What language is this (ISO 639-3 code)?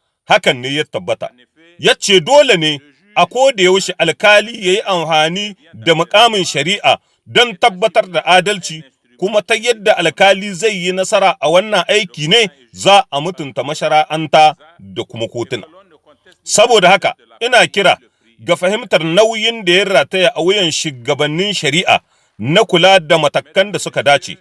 hau